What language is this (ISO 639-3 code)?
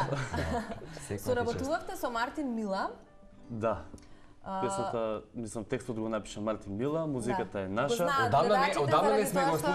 mkd